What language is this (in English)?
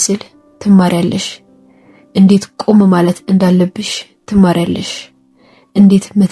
Amharic